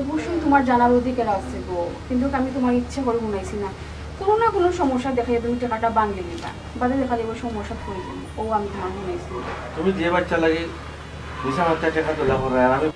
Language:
Sylheti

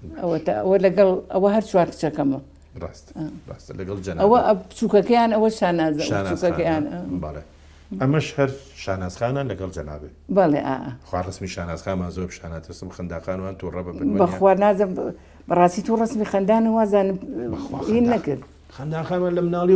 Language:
Central Kurdish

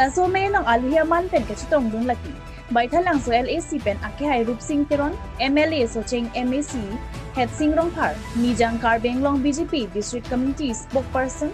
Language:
Karbi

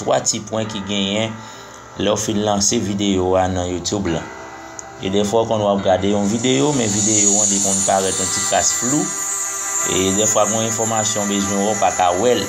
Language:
Haitian Creole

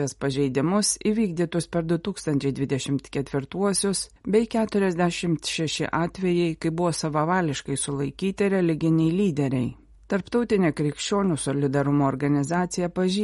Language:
Lithuanian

